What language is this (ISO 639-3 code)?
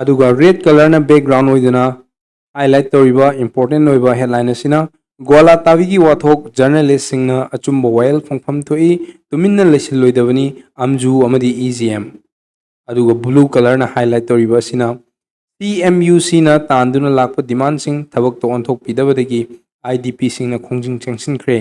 mni